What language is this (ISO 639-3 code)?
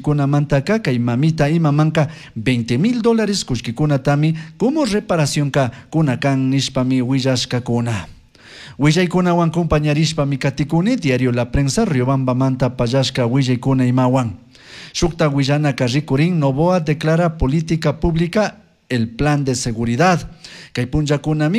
qug